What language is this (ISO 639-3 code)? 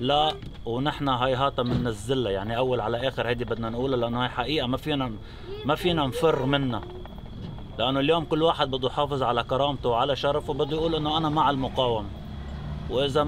apc